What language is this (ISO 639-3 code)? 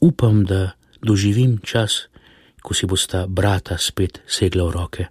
slv